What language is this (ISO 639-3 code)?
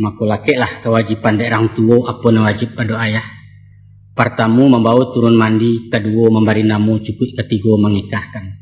min